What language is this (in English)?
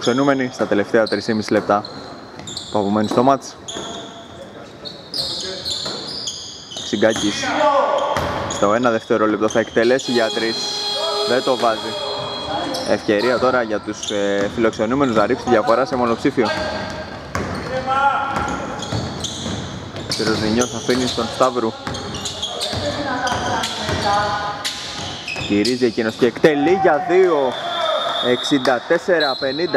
Greek